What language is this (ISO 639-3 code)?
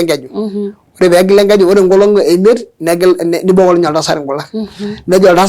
mas